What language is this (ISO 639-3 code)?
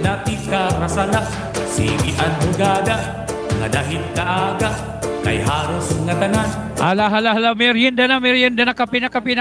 war